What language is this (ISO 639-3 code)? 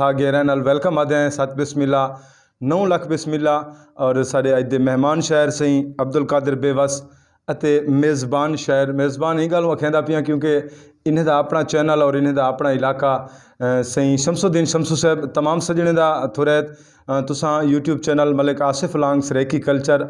skr